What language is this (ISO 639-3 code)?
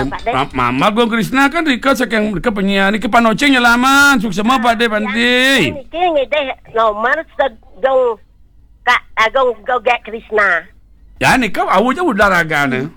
ban